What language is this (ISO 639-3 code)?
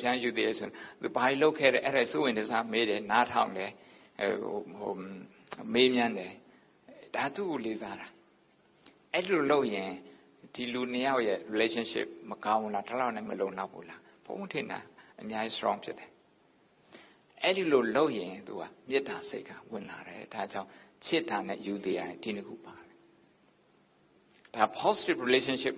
mya